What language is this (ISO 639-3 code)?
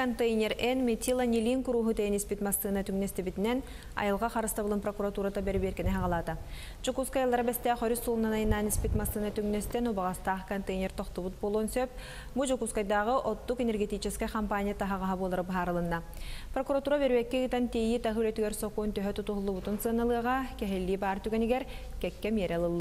sah